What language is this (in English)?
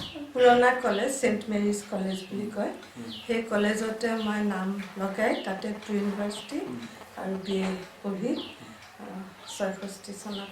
Assamese